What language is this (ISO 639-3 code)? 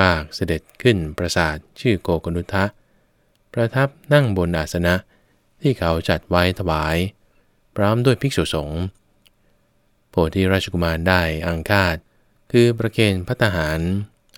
tha